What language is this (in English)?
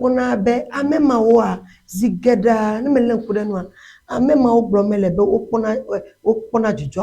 Ewe